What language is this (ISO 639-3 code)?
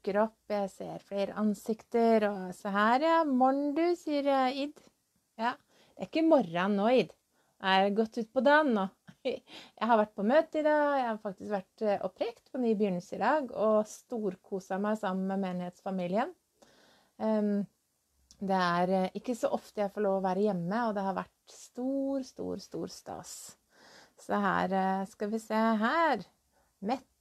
nor